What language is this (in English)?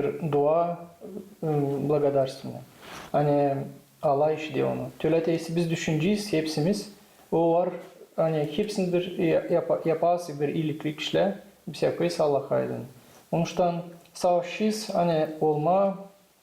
Gagauz